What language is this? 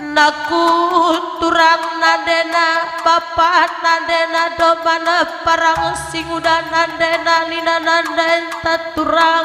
Batak Karo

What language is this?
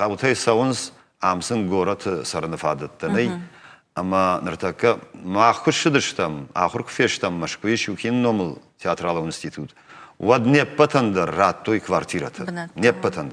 Ossetic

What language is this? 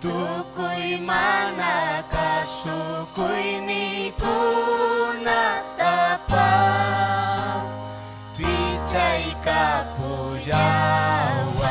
Ayacucho Quechua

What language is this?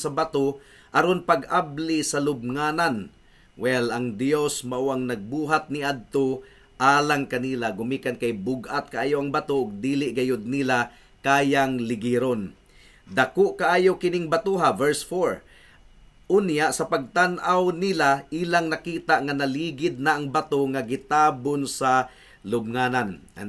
Cebuano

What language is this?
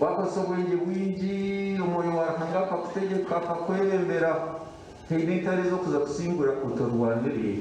Nyankole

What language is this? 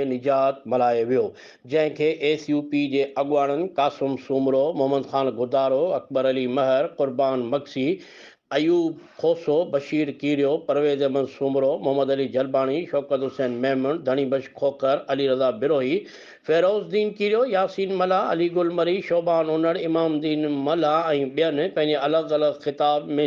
Sindhi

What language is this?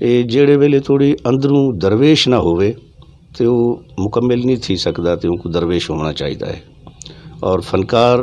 Saraiki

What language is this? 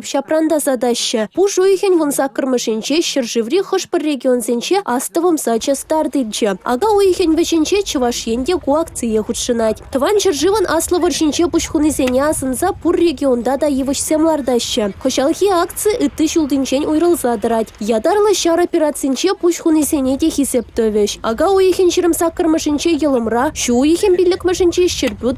Chuvash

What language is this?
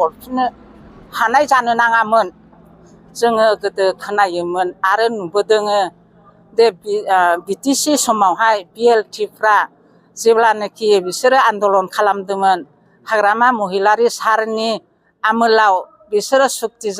Bodo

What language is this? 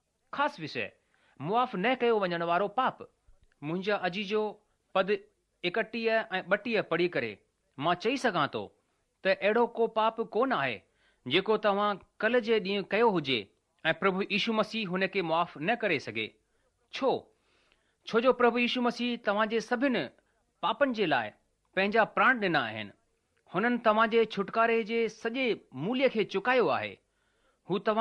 Sindhi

